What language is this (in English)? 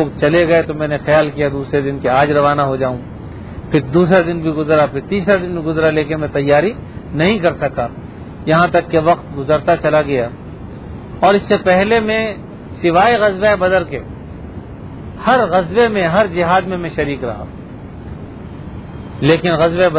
Urdu